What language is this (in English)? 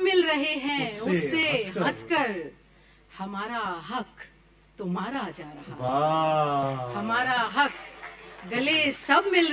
Urdu